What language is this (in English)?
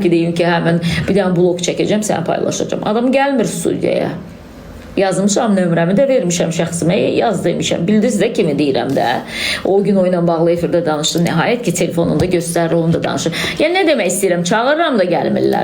Azerbaijani